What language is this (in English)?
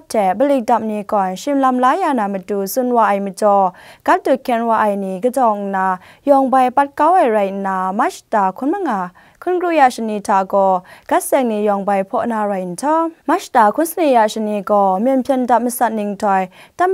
Kachin